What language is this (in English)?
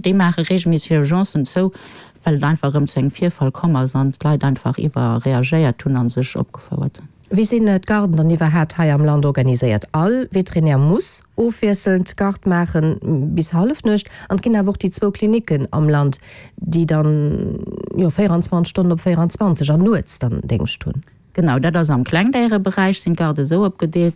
Luxembourgish